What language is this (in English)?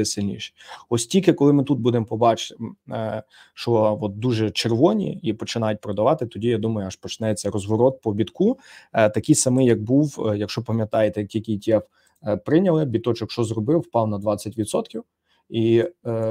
Ukrainian